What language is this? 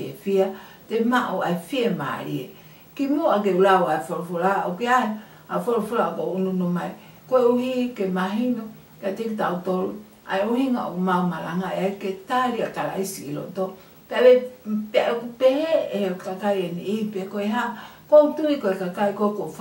Tongan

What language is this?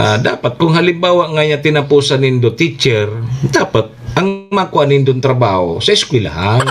Bikol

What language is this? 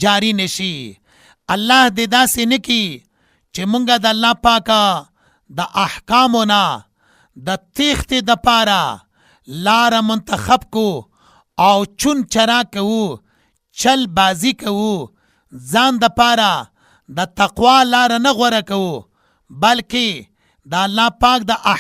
Pashto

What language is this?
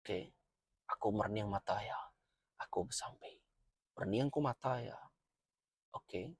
Iban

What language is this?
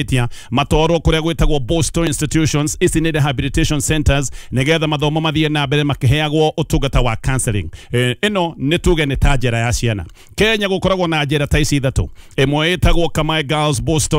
Kikuyu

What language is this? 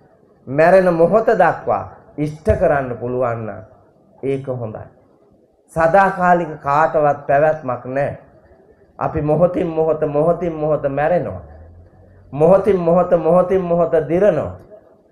Sinhala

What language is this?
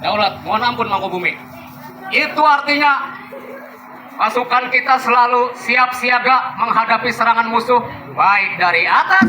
Banjar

